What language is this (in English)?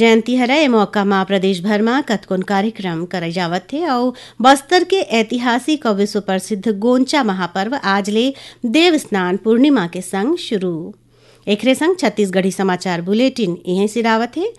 Chhattisgarhi